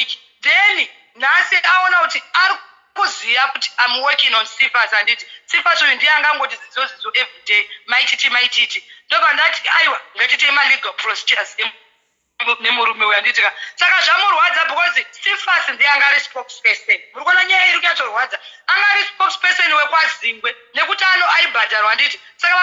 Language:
Shona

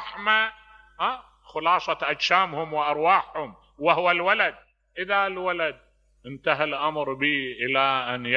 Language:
Mesopotamian Arabic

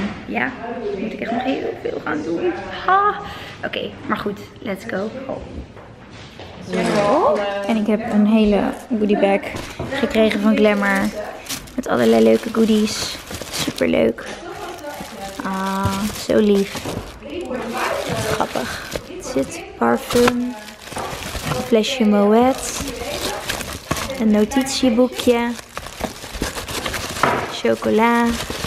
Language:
Dutch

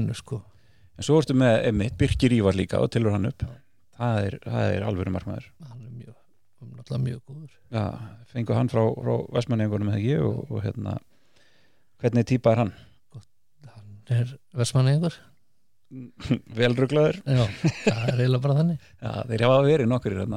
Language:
Icelandic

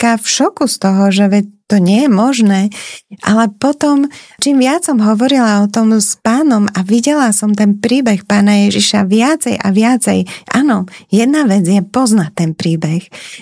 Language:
Slovak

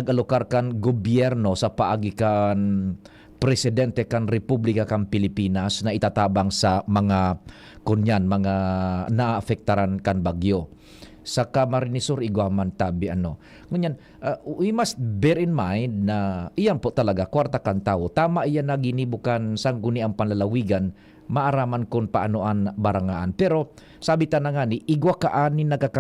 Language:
Bikol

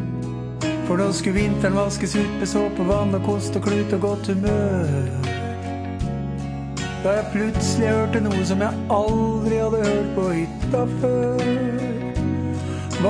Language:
Norwegian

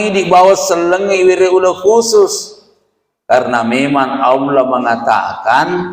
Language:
Buginese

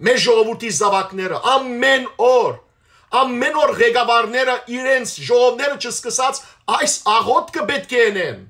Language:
Western Armenian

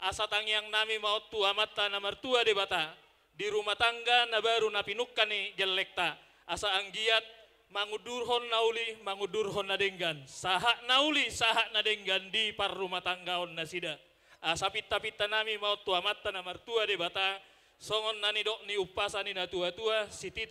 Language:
Batak Toba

